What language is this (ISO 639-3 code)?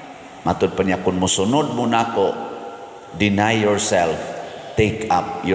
ceb